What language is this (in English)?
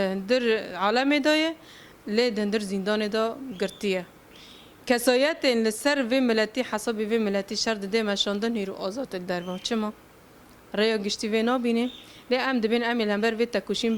Kurdish